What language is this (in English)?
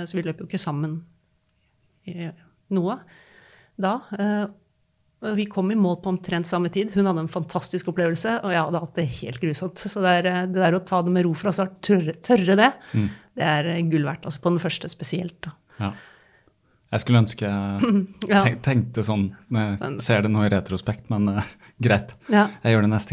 Norwegian